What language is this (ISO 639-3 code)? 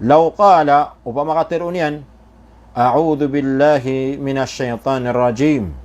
mrw